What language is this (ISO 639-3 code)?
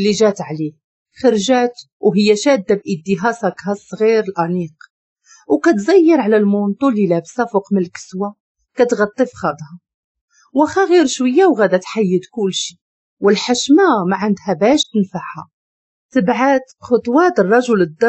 ary